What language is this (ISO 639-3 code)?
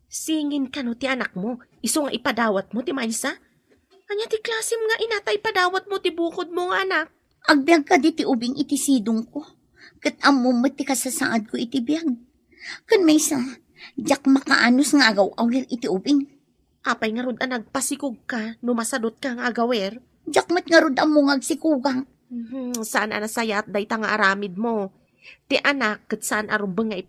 ilo